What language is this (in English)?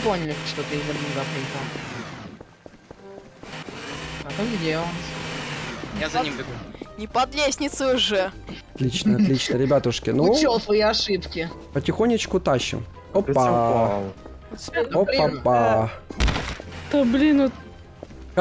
Russian